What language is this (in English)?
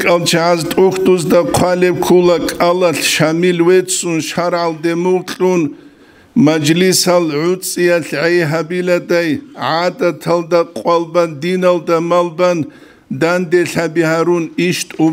Avaric